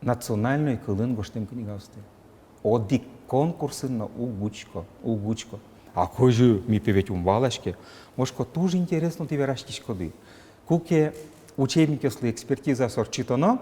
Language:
Udmurt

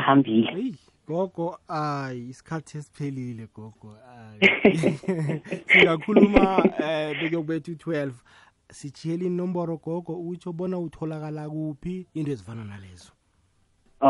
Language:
South Ndebele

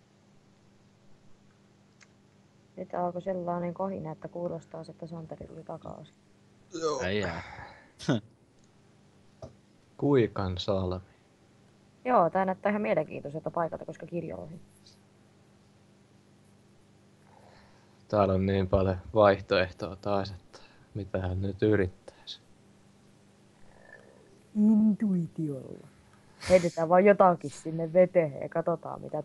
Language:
Finnish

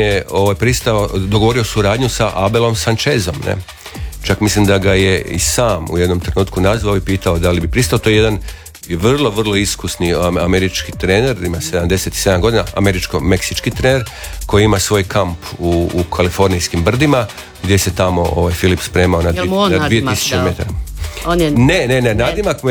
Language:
Croatian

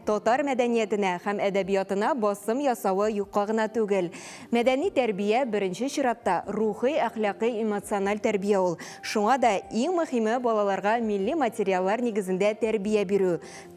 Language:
Tatar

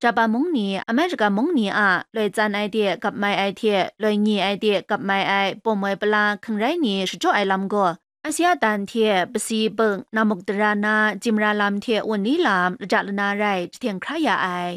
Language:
Kachin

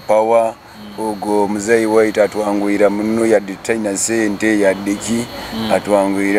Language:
Nyoro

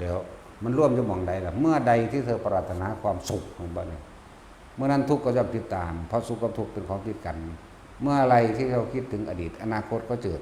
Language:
Northeastern Thai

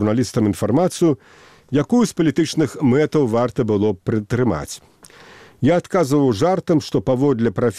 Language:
Belarusian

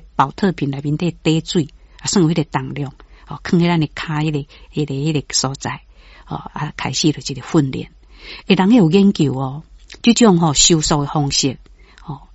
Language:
Min Nan Chinese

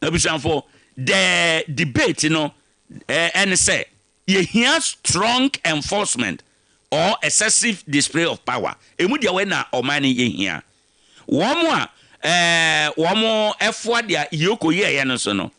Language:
Akan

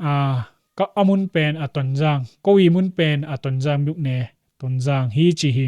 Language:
Tedim Chin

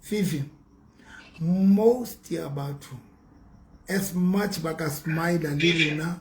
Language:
Southern Sotho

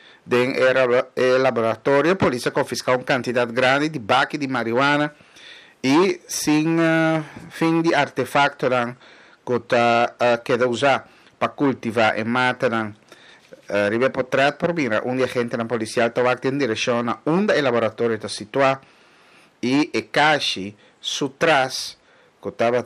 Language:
Papiamento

